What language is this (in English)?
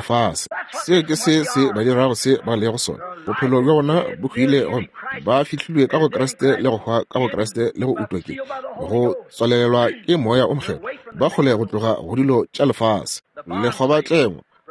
Northern Sotho